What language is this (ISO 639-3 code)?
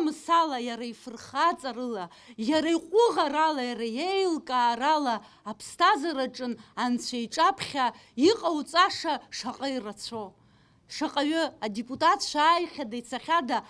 abk